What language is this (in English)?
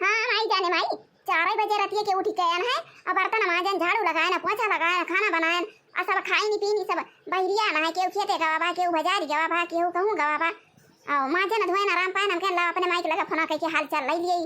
Awadhi